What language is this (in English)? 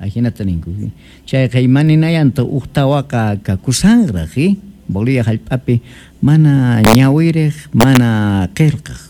South Bolivian Quechua